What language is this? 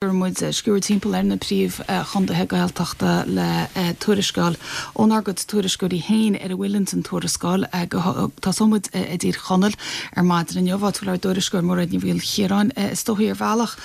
Irish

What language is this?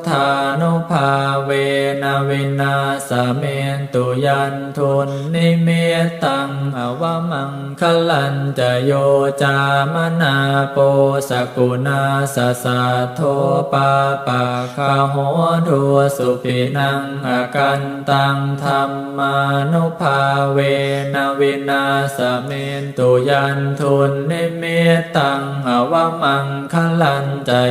Pali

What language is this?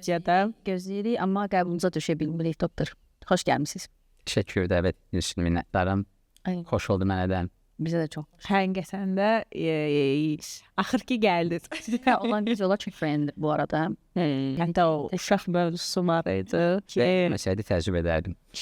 Azerbaijani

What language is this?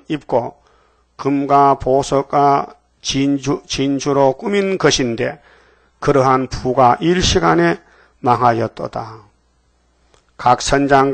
Korean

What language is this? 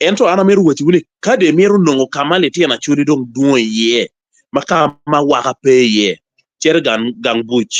Acoli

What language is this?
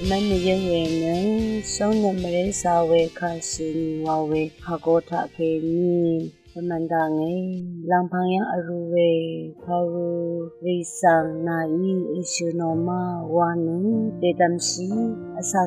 Rawang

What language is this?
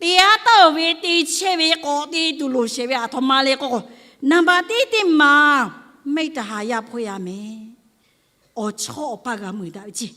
Lahu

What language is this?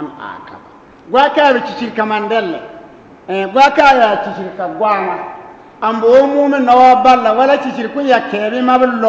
Bissa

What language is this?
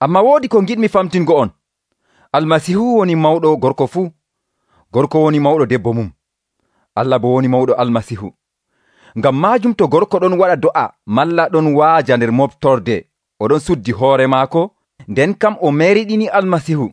Nigerian Fulfulde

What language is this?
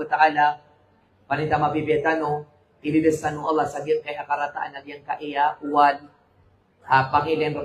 Maranao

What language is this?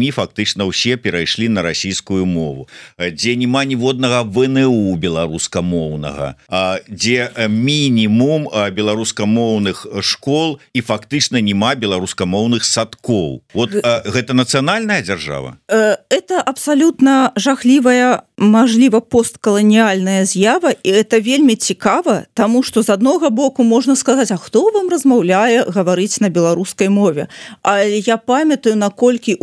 Belarusian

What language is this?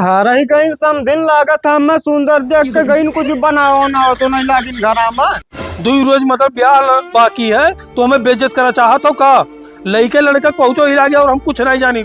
Awadhi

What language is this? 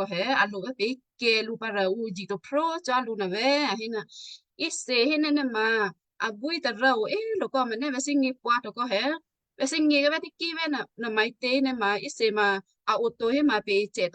Western Kayah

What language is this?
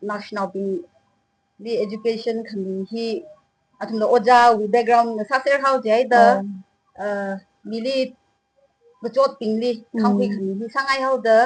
Tangkhul Naga (India)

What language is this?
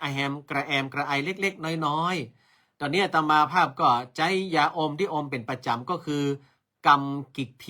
Northern Thai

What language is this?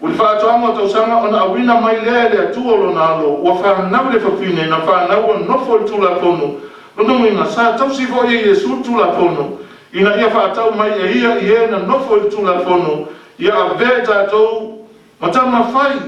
Samoan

